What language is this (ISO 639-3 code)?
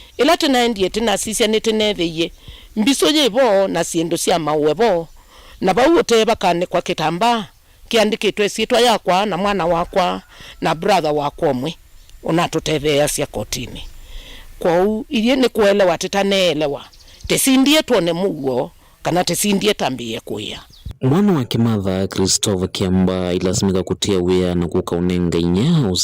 kam